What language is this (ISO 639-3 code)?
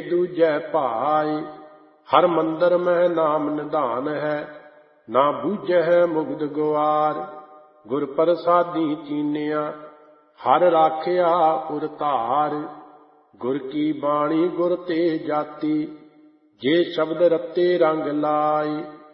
pan